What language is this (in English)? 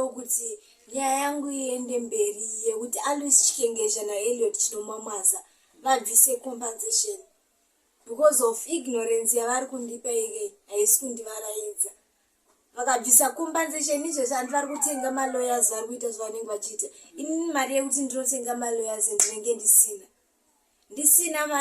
Shona